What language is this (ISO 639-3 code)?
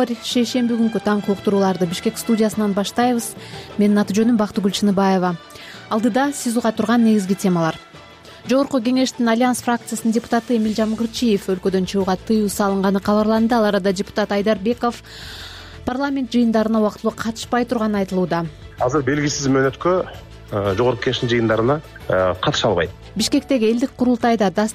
kir